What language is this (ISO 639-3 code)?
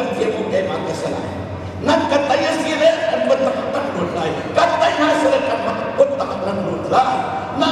cnh